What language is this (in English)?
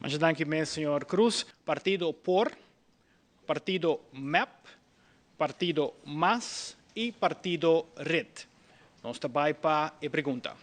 Papiamento